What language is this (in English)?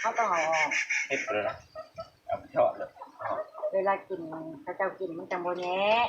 Northeastern Thai